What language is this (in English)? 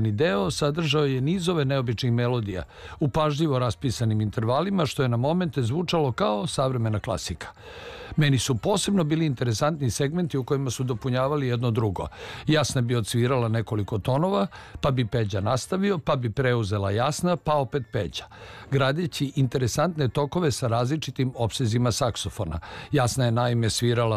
Serbian